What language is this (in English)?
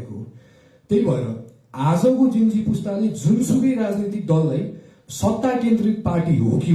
Nepali